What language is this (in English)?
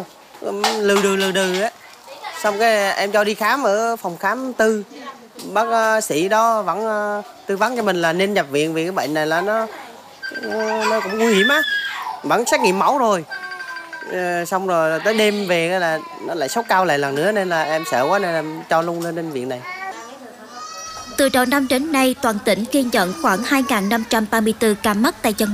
Vietnamese